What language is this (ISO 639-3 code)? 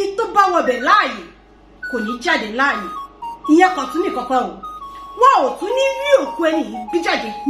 yor